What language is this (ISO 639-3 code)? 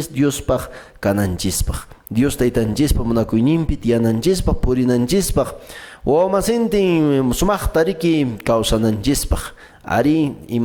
que